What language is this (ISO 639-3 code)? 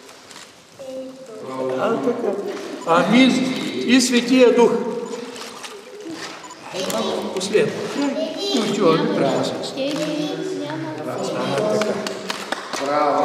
bul